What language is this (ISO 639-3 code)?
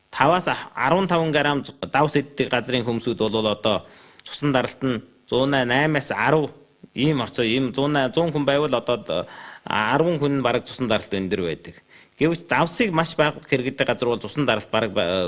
mon